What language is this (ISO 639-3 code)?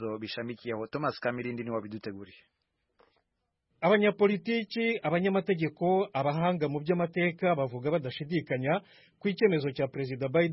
kin